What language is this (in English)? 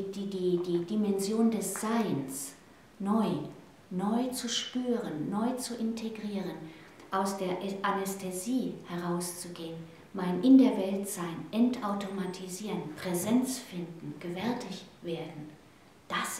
German